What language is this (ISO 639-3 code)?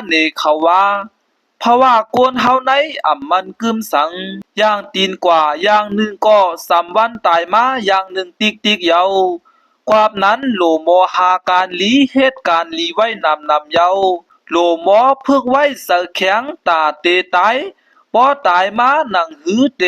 shn